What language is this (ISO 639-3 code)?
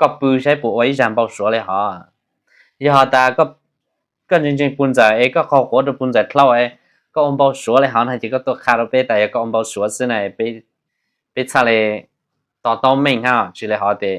hmn